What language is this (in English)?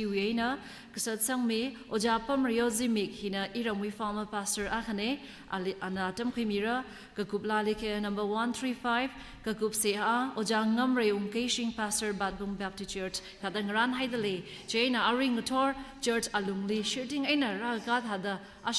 Tangkhul Naga (India)